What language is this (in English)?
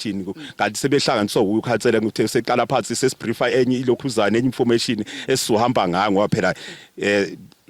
Zulu